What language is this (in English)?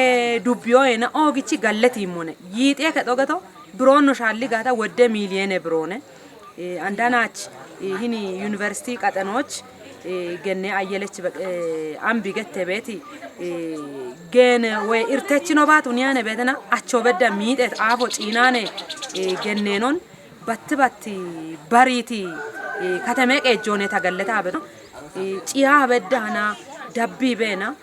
Kafa